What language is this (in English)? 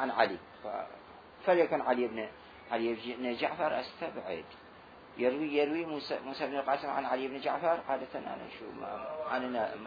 Mesopotamian Arabic